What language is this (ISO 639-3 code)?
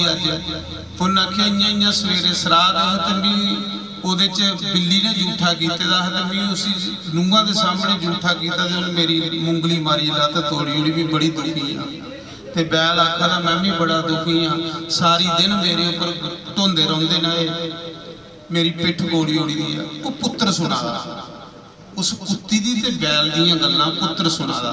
doi